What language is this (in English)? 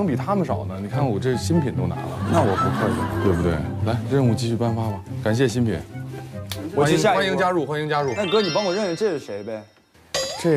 Chinese